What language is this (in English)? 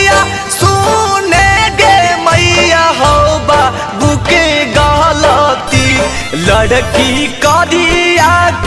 Magahi